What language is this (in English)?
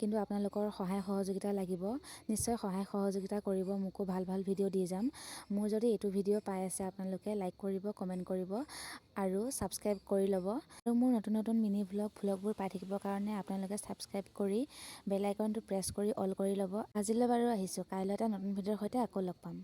Assamese